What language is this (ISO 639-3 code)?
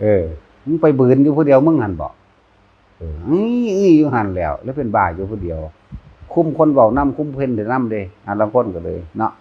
tts